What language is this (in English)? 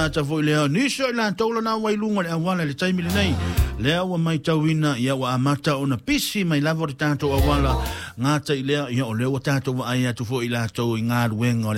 Samoan